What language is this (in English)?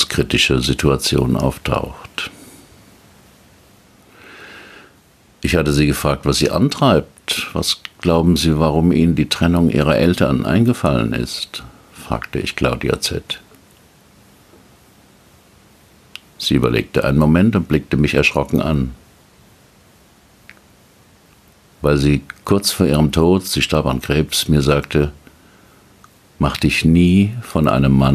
German